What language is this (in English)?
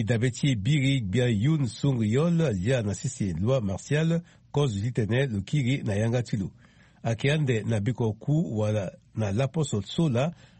Sango